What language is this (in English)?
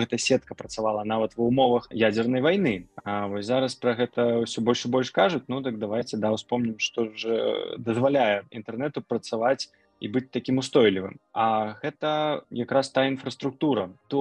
Belarusian